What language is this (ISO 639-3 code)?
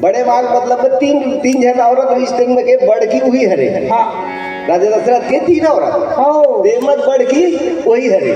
hne